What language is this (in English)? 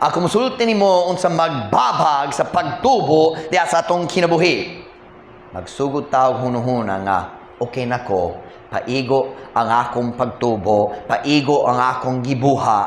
Cebuano